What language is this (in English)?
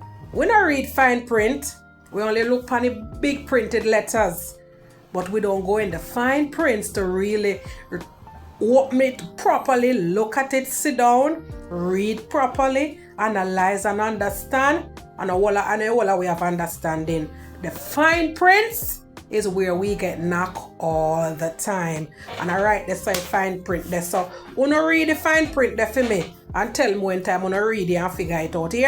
Jamaican Creole English